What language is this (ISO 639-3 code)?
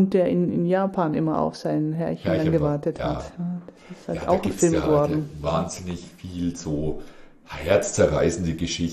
deu